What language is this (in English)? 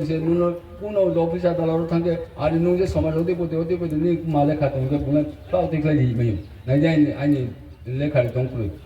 Riang (India)